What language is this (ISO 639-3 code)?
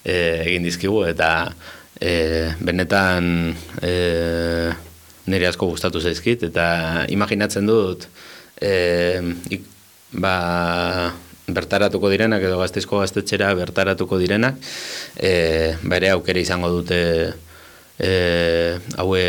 eus